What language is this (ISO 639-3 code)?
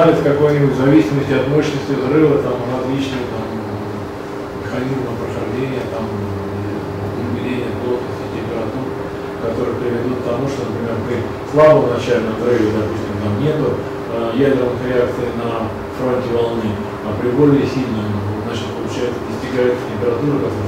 rus